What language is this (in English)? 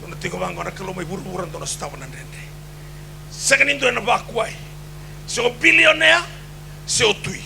Fijian